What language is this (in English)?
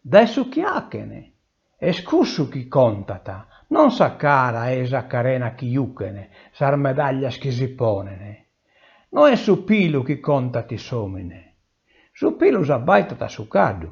Sardinian